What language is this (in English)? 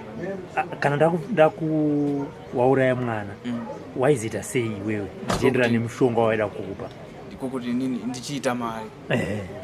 Shona